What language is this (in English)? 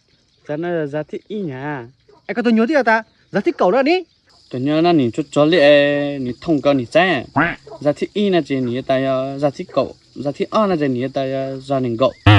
Hmong